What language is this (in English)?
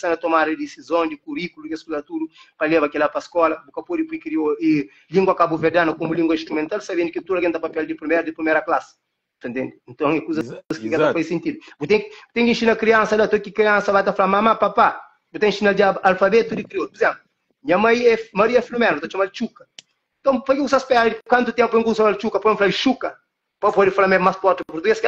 Kabuverdianu